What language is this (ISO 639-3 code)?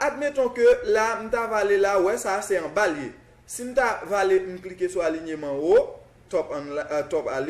hat